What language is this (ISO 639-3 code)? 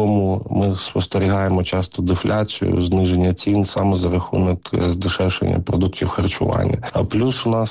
ukr